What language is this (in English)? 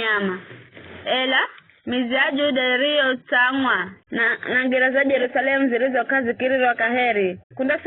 Giryama